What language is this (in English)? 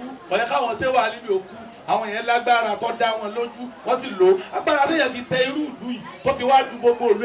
Yoruba